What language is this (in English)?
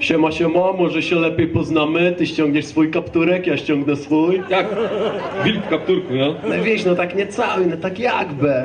Kashubian